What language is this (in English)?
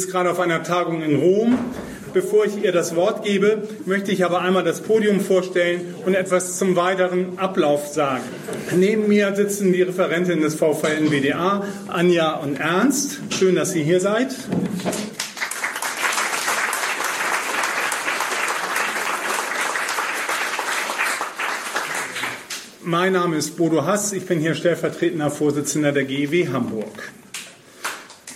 German